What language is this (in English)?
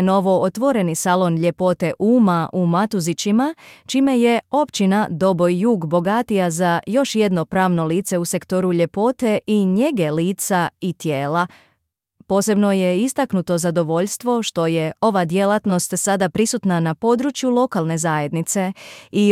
Bosnian